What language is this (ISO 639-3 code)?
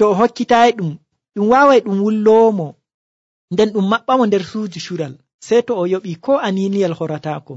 fuv